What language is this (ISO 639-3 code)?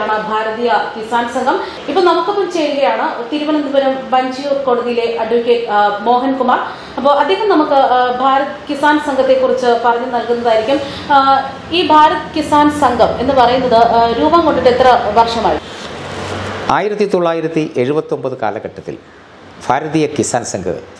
mal